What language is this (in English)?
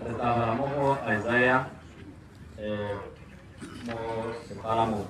Tswana